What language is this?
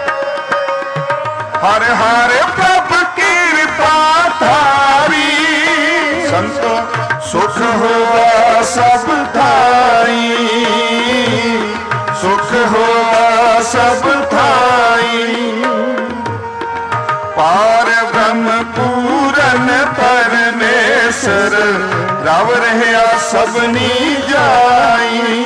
Punjabi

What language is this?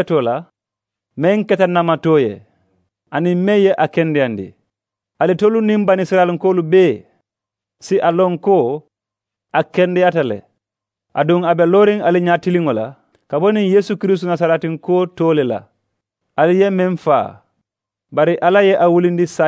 Mandingo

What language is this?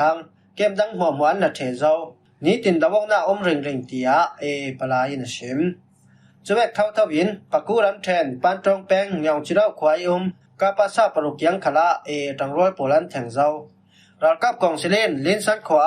Falam Chin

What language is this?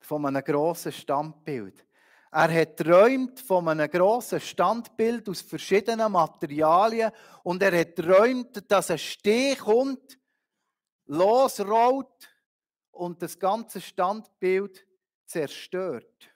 Swiss German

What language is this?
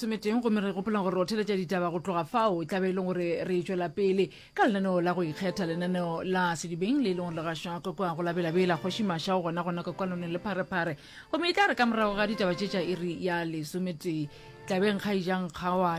Northern Sotho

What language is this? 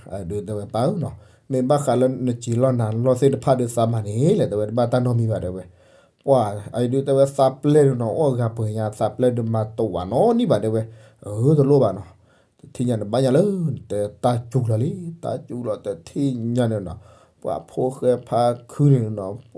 S'gaw Karen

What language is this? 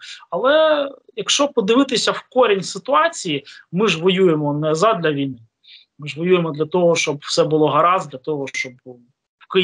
Ukrainian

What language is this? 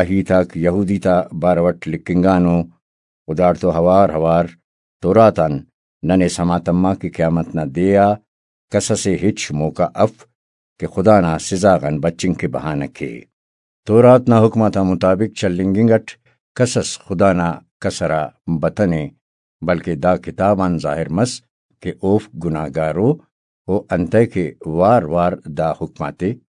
Brahui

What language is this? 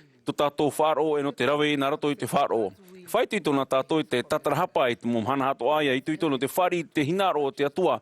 Tahitian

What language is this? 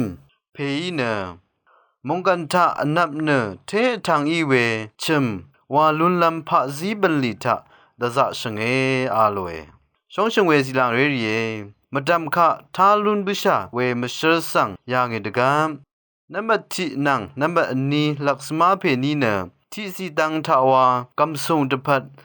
Rawang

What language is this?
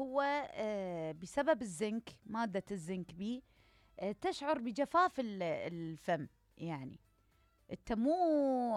Mesopotamian Arabic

